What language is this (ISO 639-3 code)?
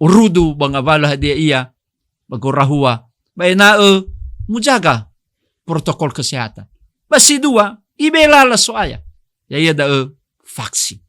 nia